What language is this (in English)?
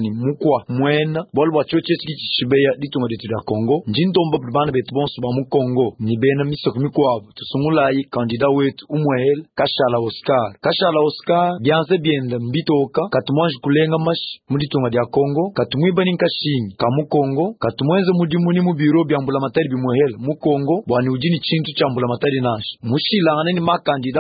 Luba-Lulua